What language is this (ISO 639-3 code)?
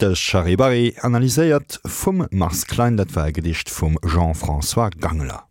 ltz